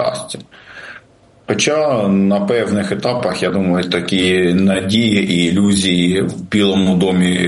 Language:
Ukrainian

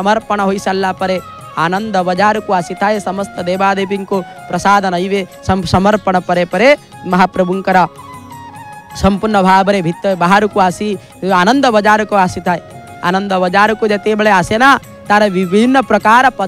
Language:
Odia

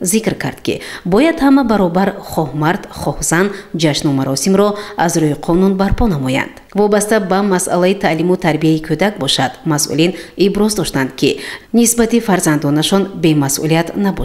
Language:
Tajik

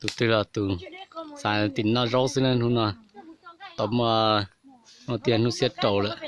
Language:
Hmong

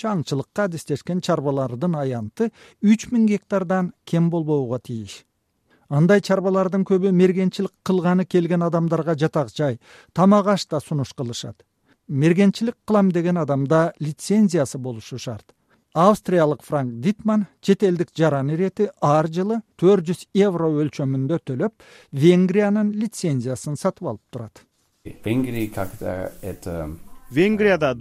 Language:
Kyrgyz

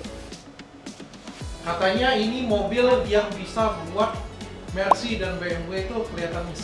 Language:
Indonesian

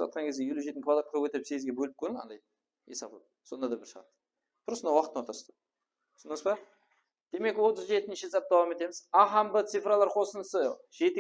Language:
Kara-Kalpak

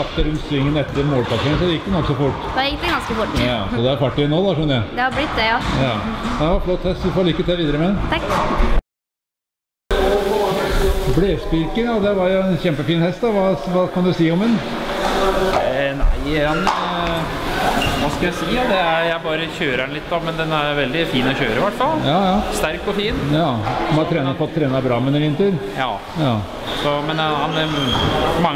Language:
Norwegian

